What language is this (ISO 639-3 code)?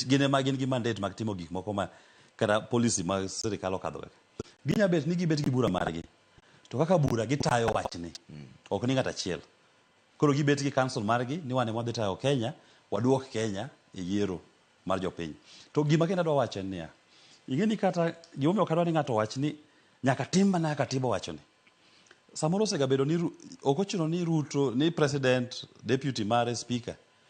luo